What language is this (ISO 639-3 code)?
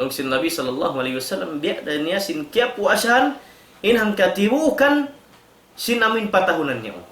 tsg